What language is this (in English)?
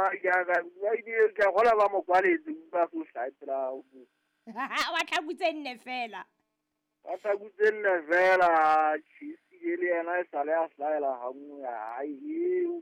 Southern Sotho